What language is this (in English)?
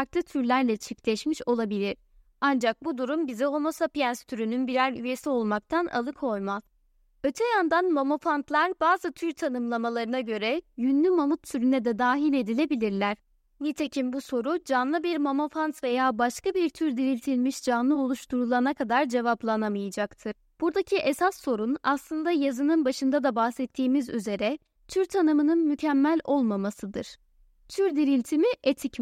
Turkish